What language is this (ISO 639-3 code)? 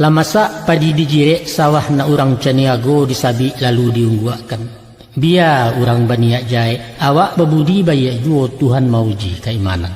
min